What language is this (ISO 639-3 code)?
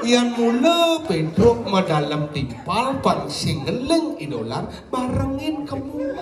ban